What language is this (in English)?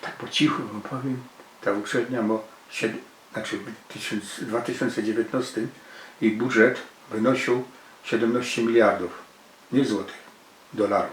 Silesian